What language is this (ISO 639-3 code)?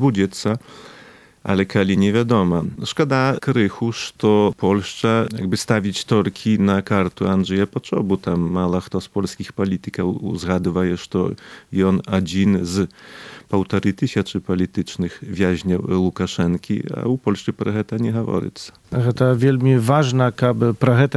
bel